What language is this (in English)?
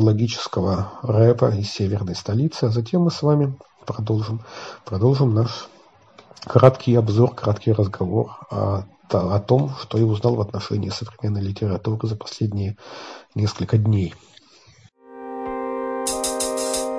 Russian